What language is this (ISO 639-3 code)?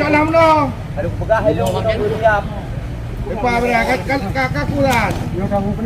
ace